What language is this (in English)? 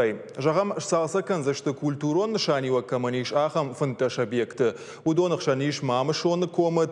Ossetic